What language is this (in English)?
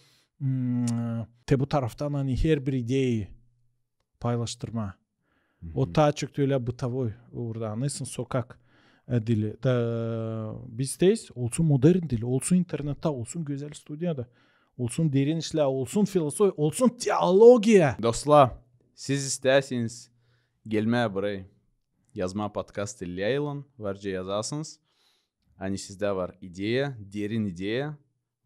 Gagauz